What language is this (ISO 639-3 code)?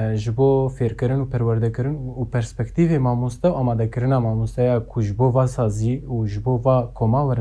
kur